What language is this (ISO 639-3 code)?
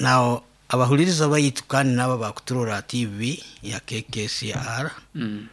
nyo